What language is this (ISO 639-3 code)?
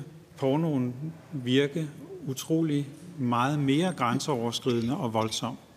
dan